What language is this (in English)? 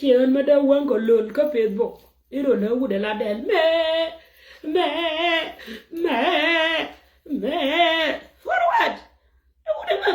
Nuer